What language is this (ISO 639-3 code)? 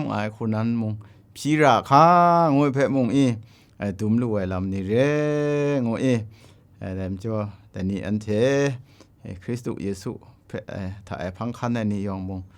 kac